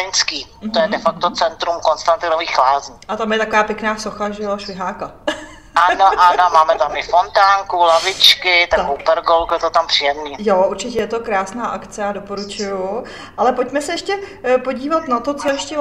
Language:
Czech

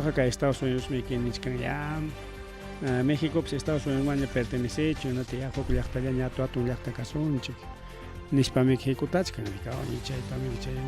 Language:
Ayacucho Quechua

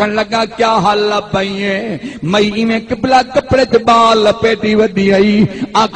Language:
Saraiki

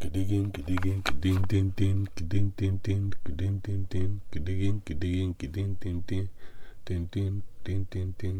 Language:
Javanese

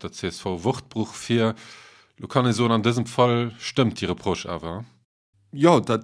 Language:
Luxembourgish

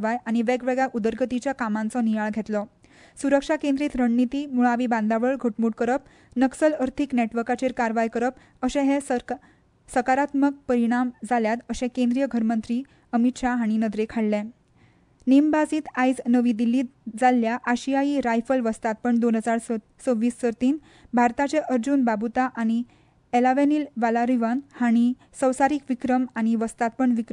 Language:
Konkani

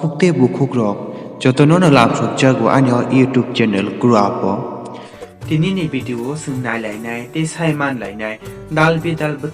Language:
Kok Borok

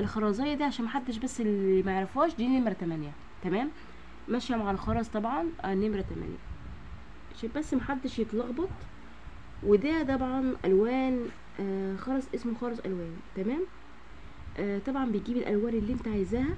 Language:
Egyptian Arabic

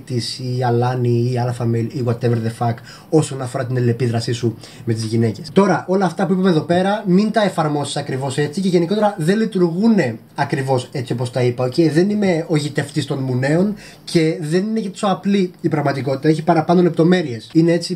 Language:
Greek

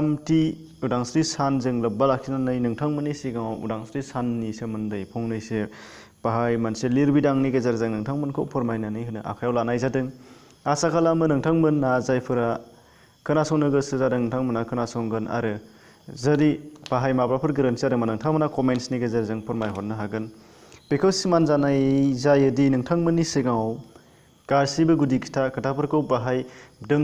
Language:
Bodo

